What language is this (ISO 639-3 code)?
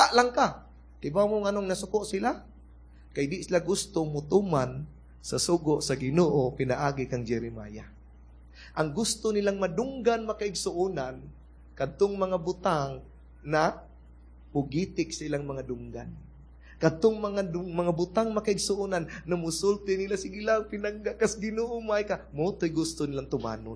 ceb